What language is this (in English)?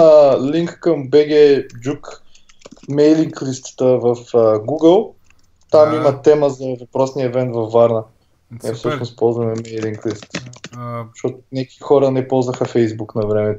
Bulgarian